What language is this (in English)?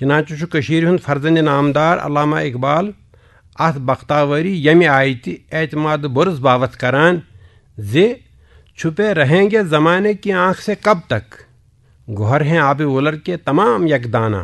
Kashmiri